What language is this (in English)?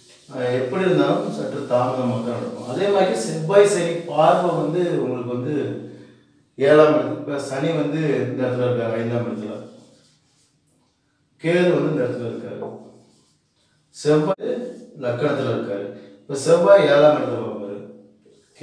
Tamil